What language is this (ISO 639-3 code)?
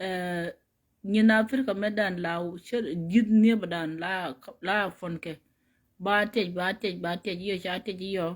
nus